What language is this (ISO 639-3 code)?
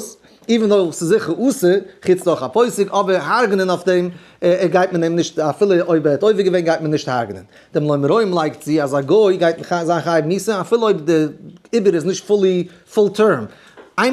yid